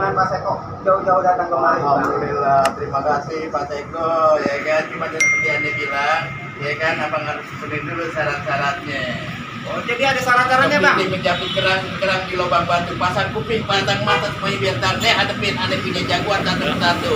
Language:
Betawi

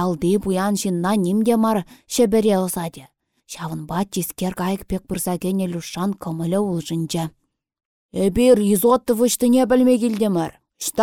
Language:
Chuvash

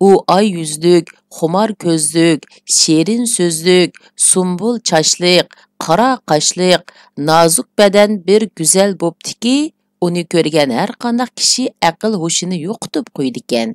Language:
Uyghur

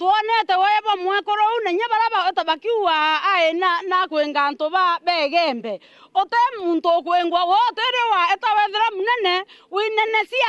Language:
Meru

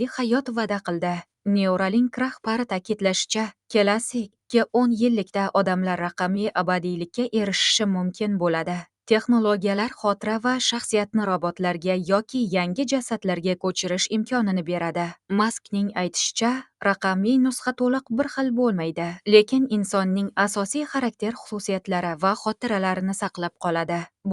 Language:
Uzbek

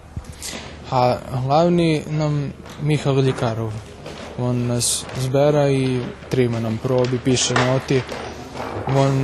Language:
Rusyn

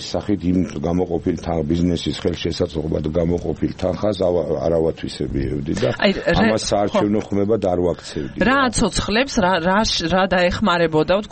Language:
Georgian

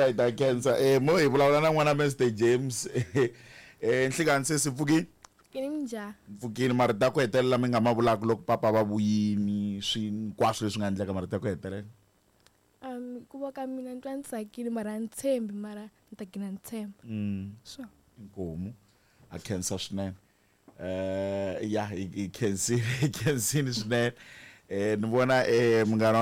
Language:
Tsonga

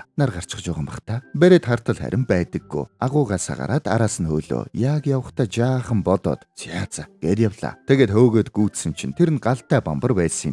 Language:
Mongolian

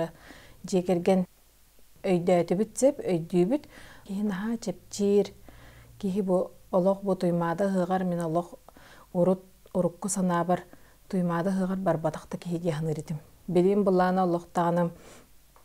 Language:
Yakut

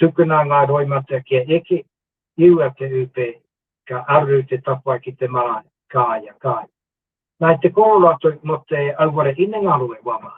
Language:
Māori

